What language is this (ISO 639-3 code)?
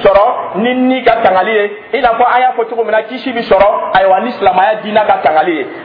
dyu